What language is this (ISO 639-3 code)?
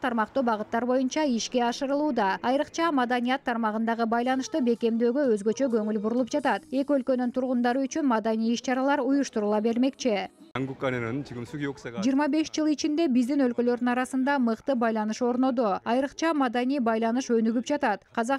kir